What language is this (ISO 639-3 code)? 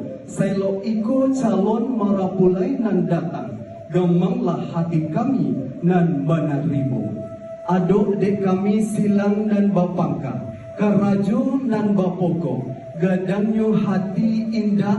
min